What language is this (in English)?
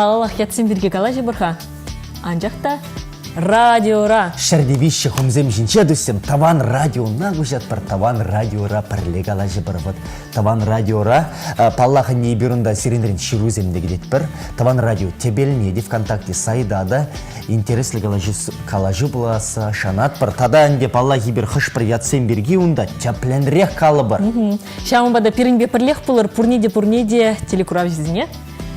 Chuvash